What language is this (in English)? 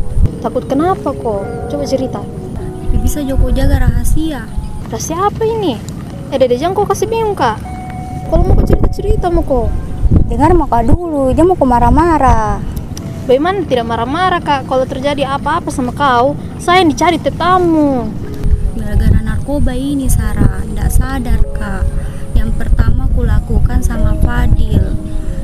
Makassar Malay